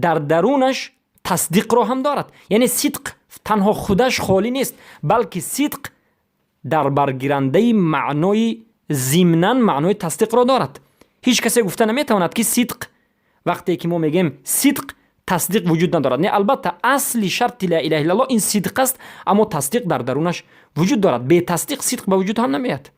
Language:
Persian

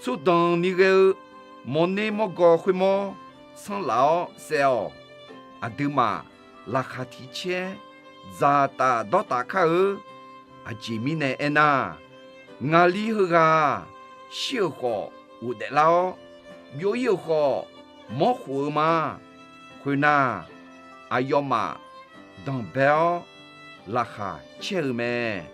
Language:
Akha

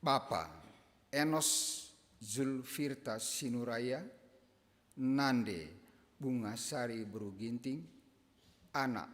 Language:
Batak Karo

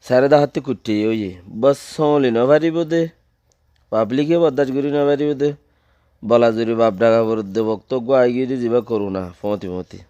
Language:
Rohingya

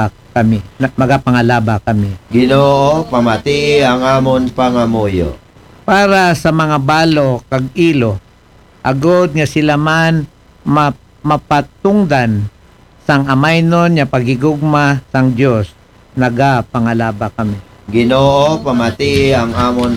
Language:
Aklanon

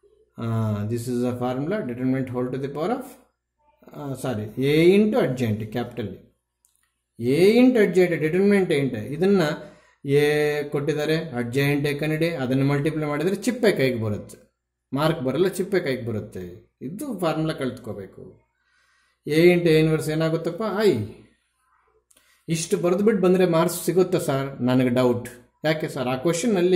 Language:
Kannada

